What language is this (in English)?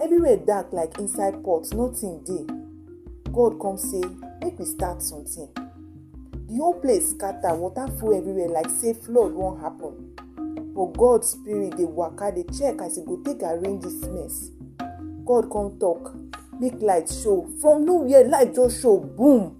Nigerian Pidgin